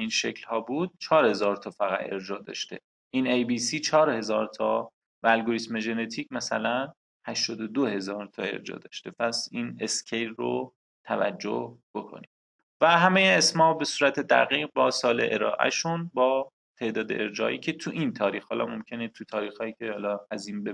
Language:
Persian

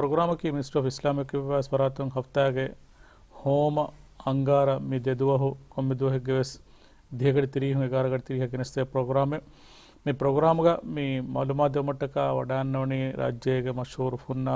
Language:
Divehi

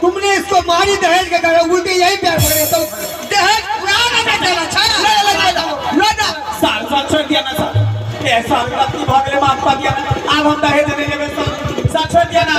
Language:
Maithili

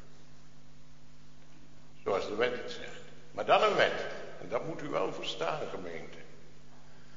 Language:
Dutch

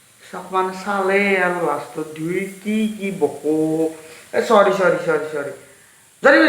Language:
Assamese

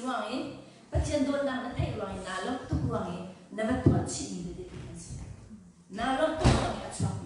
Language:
Hakha Chin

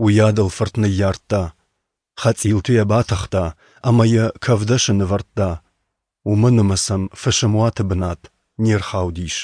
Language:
Ossetic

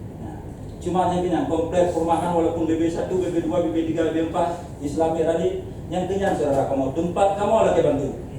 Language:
Achinese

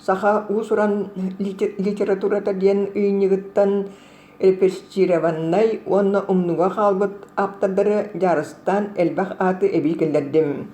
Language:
Yakut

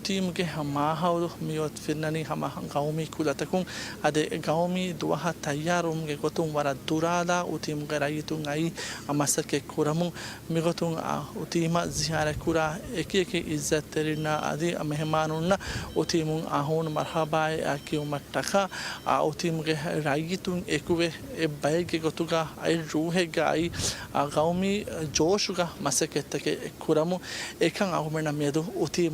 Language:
Divehi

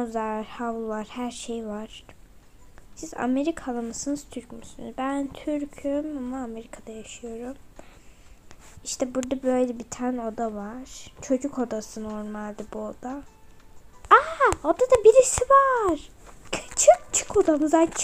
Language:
Turkish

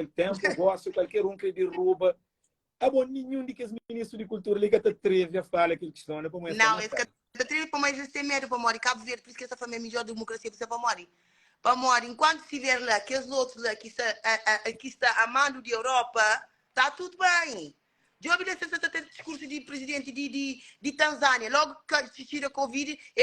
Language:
Kabuverdianu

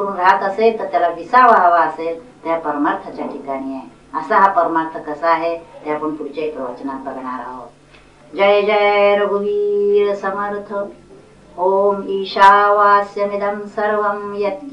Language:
Marathi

